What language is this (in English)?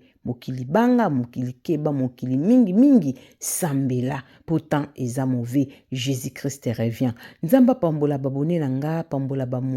Lingala